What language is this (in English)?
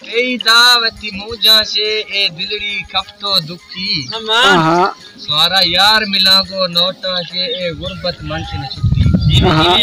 Saraiki